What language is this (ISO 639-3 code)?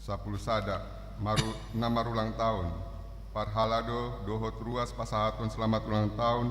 bbc